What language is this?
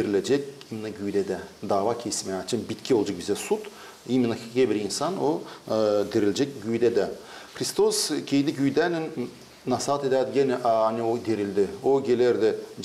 Gagauz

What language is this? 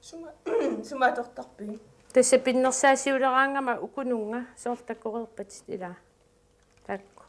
Kalaallisut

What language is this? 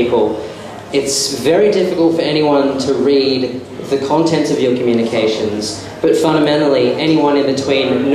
English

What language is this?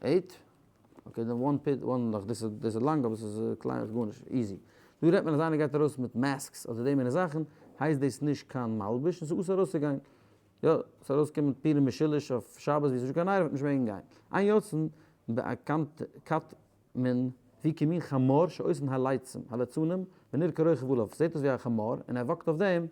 Yiddish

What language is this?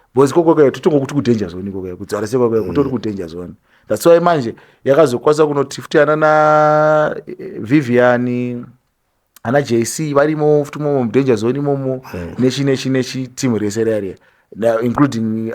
Shona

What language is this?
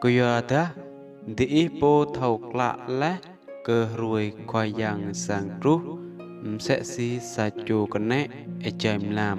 Rade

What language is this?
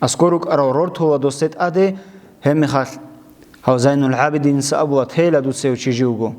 Avaric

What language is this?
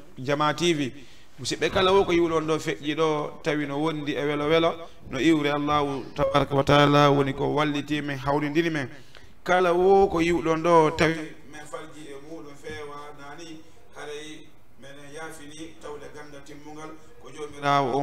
Fula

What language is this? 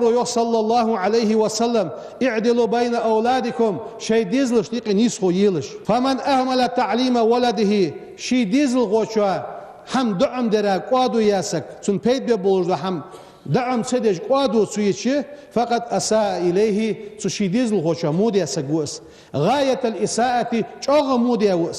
Ingush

